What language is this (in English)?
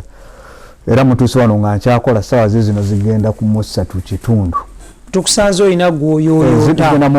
Ganda